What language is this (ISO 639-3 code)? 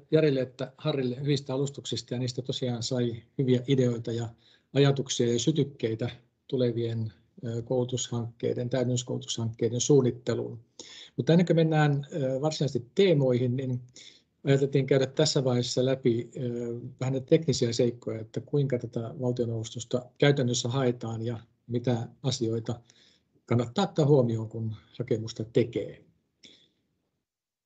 fin